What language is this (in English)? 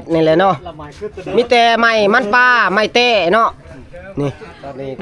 Northeastern Thai